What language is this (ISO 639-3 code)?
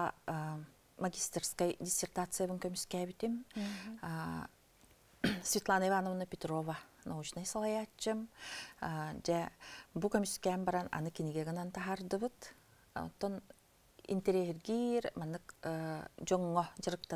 sah